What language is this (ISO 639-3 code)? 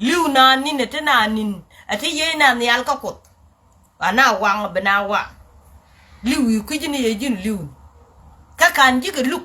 nus